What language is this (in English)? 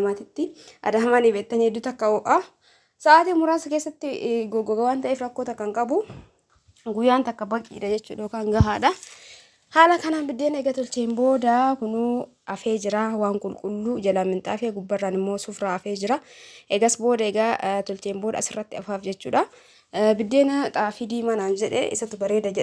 Oromo